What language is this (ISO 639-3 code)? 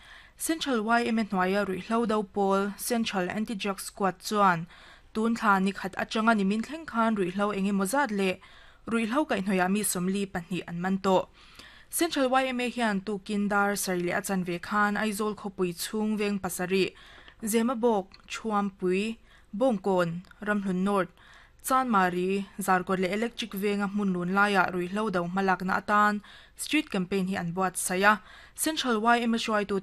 lus